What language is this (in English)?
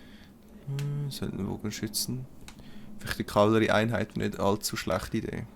Swiss German